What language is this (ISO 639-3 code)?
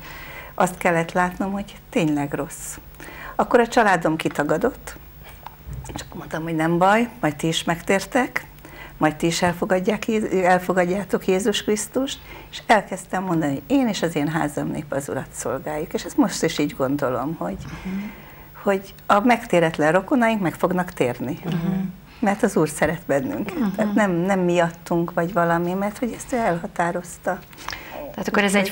hun